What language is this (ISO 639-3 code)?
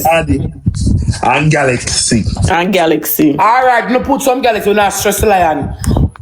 jam